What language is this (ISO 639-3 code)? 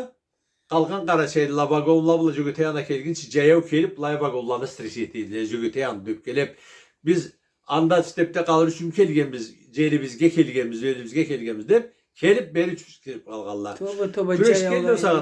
krc